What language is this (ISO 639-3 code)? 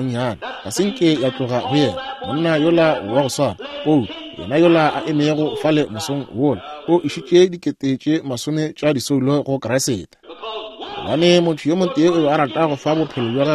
nso